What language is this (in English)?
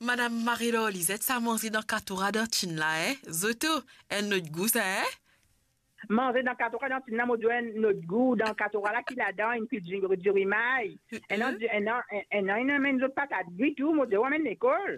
Morisyen